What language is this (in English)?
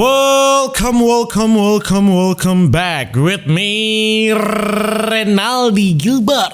Manado Malay